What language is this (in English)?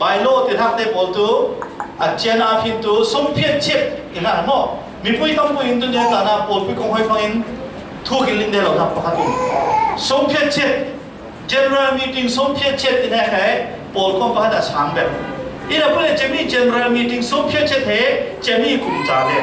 Falam Chin